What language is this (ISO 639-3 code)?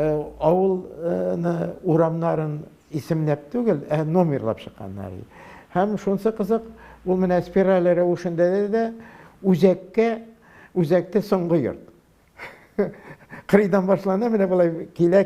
tat